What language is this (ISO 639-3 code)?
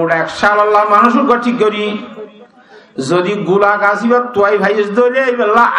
rhg